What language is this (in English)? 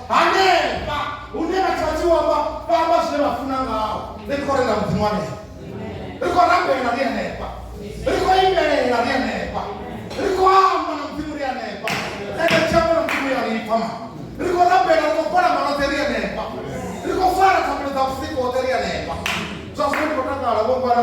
Venda